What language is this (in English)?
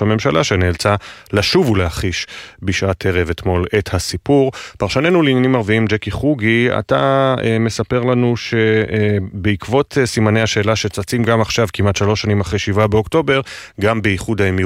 Hebrew